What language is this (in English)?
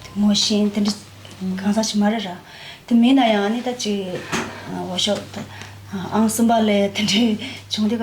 Tibetan